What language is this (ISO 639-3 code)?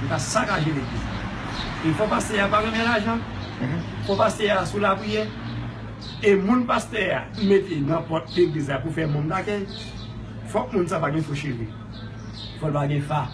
hat